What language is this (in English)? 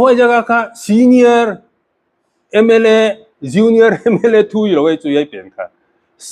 Paite Chin